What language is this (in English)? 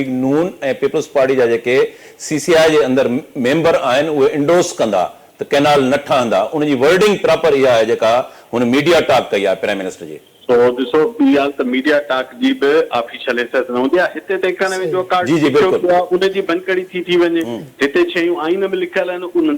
Sindhi